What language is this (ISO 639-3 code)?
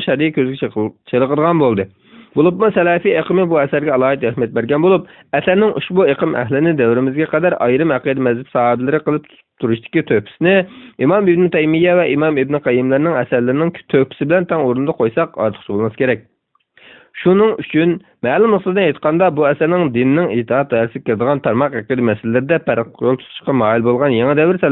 uig